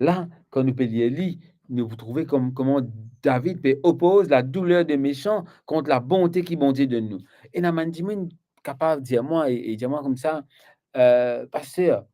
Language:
Morisyen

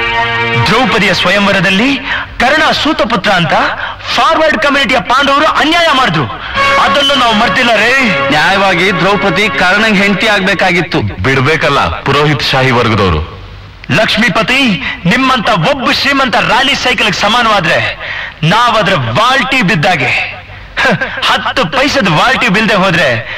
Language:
Kannada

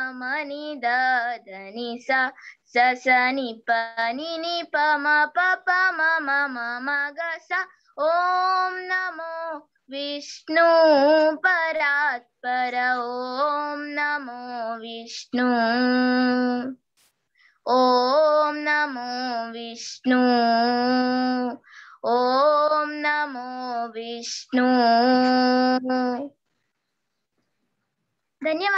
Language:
Kannada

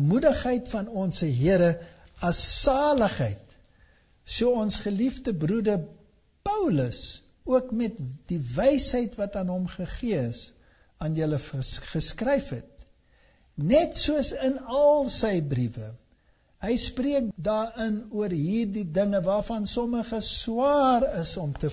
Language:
Afrikaans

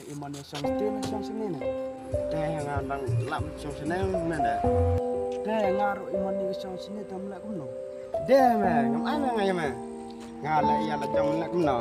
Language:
Khasi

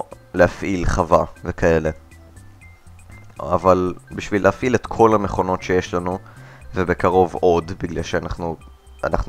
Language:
Hebrew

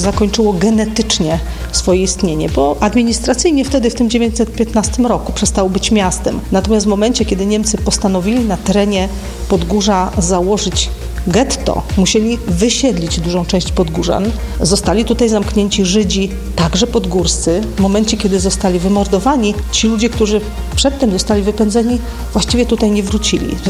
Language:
Polish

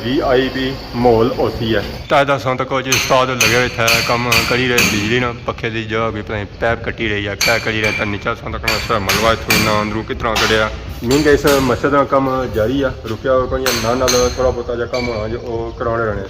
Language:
Pahari-Potwari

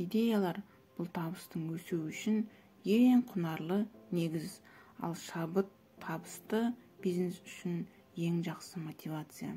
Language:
Kazakh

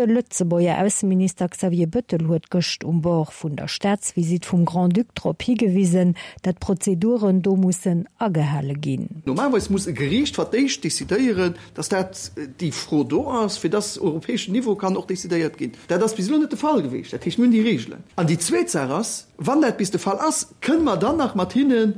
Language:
Luxembourgish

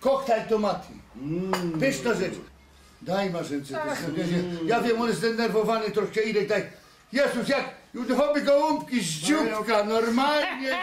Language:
Silesian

